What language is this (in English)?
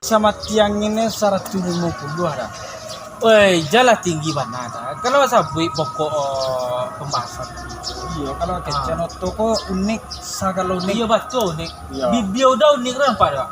Minangkabau